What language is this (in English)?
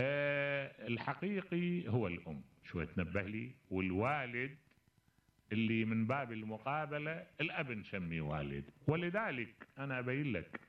Mesopotamian Arabic